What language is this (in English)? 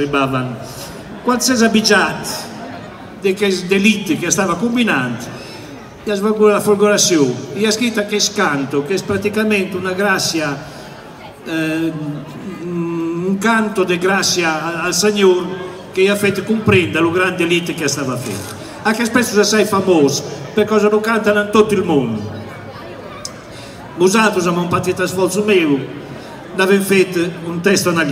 Italian